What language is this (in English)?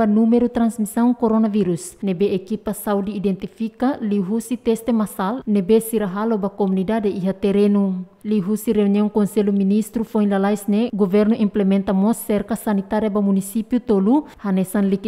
Tetum